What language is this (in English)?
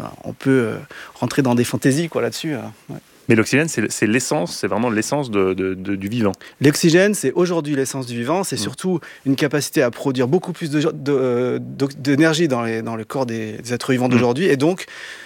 French